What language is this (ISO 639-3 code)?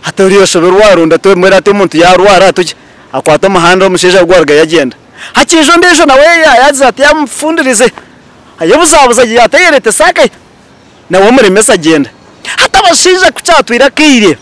nyn